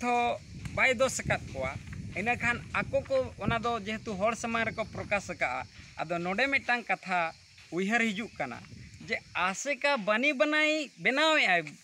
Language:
Santali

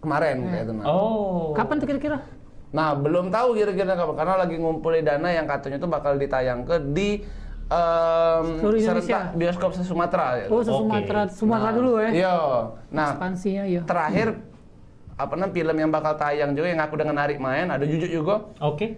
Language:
Musi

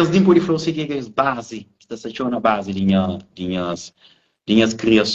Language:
Kabuverdianu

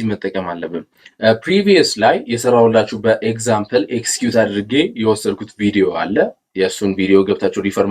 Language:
Amharic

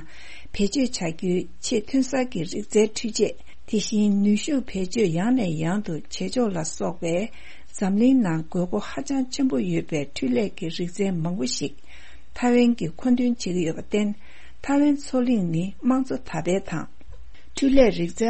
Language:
Tibetan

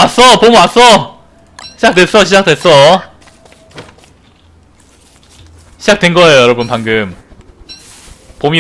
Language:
Korean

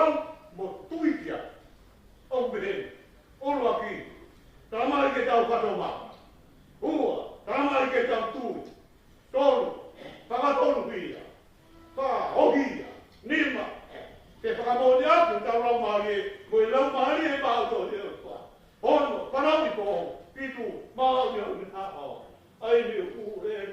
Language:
Tongan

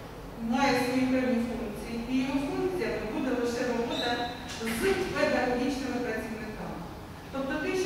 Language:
Ukrainian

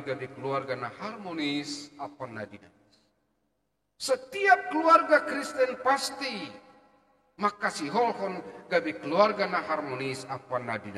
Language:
Batak Simalungun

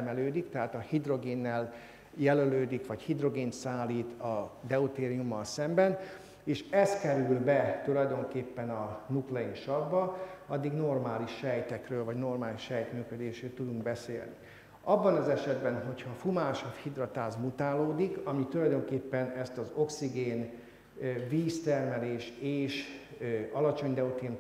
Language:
Hungarian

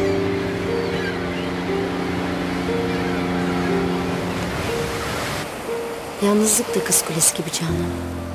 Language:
Turkish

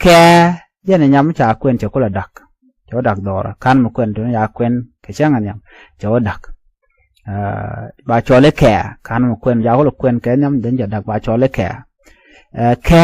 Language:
Nuer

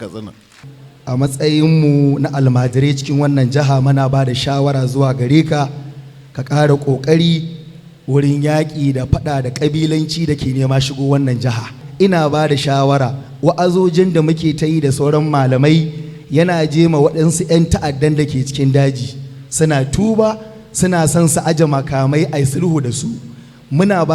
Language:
Hausa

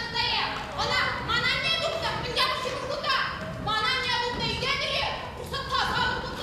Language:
Chuvash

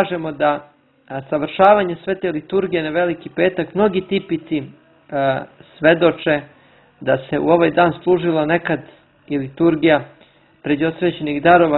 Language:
Serbian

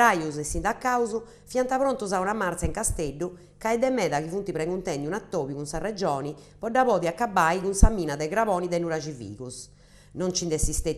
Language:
Sardinian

